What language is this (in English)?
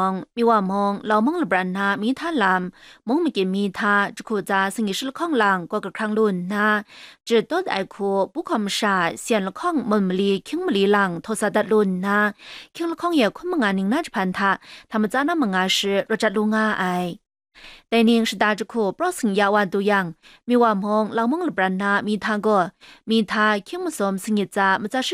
Kachin